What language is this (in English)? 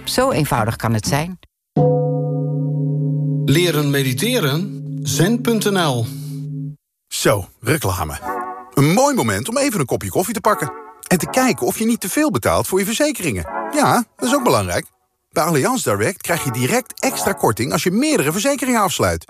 Dutch